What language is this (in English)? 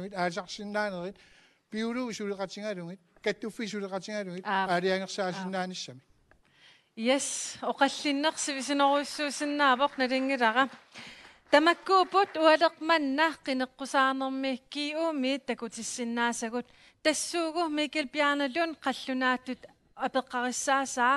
Kalaallisut